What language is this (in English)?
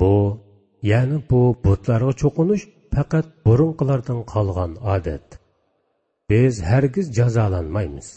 Uyghur